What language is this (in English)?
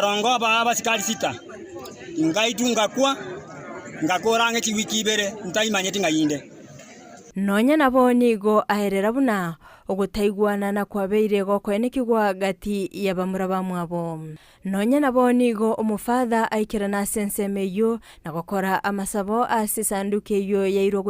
Gusii